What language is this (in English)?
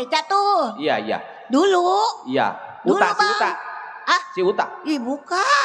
Betawi